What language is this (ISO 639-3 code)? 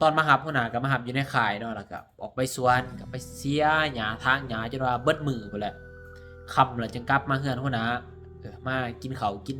lao